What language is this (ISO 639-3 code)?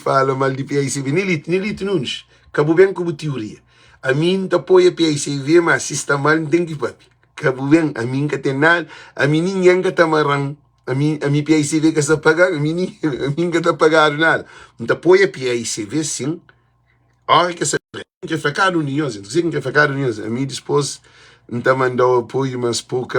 kea